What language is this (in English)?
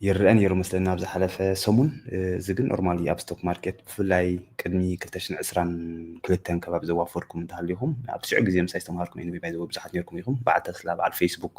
Tigrinya